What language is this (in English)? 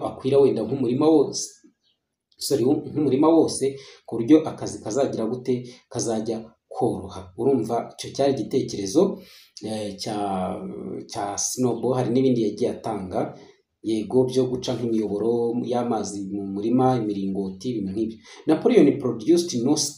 Kinyarwanda